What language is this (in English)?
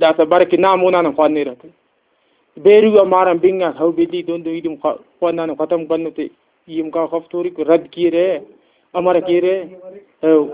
Brahui